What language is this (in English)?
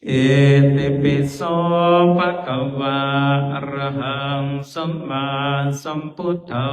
Pali